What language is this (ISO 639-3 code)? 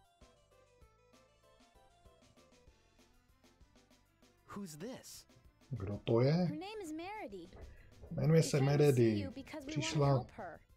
ces